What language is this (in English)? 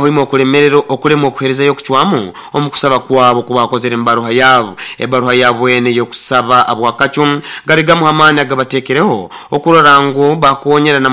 Nyoro